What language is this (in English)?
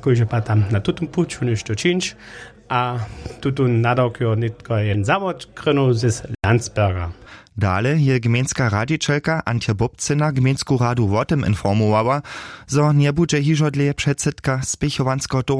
Upper Sorbian